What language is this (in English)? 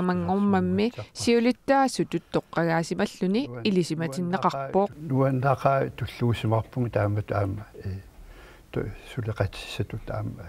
Kalaallisut